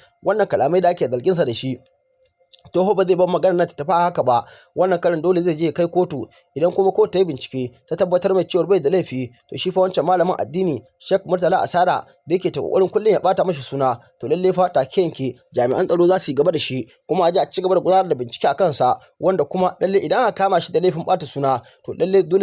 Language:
Hausa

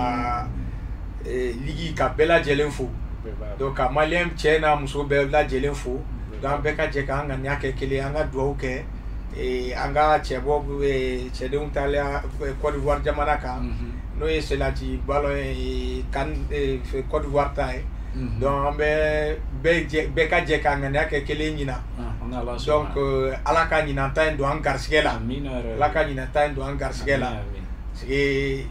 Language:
Bambara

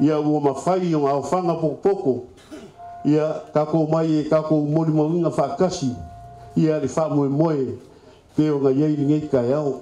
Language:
Samoan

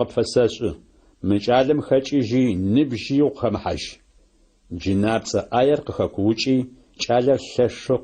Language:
Adyghe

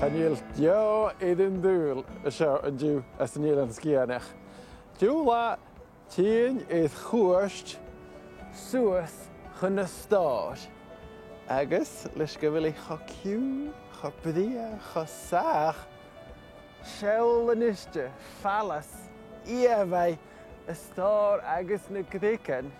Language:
Scottish Gaelic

